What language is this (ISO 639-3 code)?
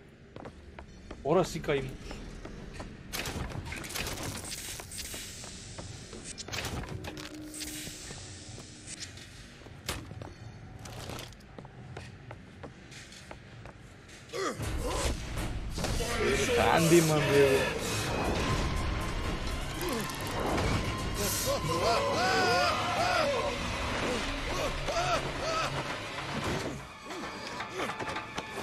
spa